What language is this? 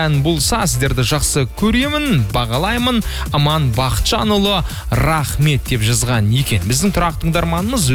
Kazakh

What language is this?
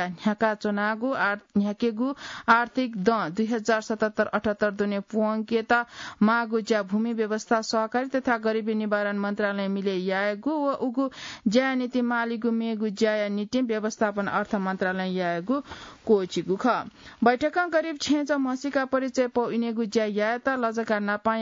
Newari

